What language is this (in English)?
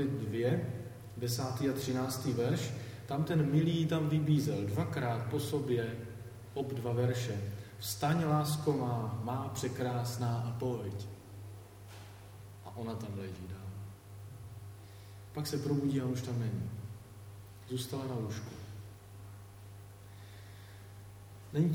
Czech